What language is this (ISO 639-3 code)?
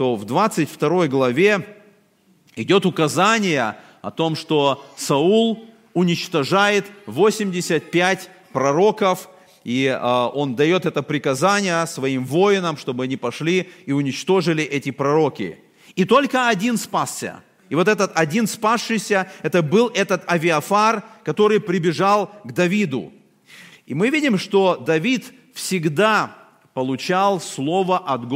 rus